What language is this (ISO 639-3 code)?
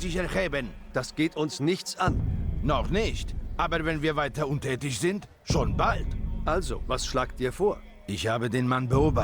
bar